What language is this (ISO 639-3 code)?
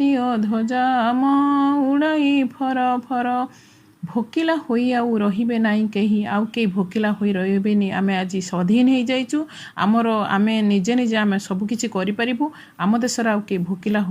ori